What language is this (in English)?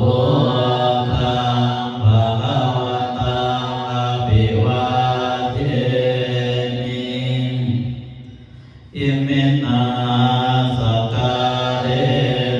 Pali